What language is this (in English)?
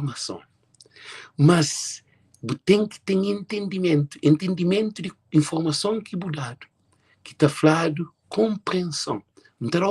Kabuverdianu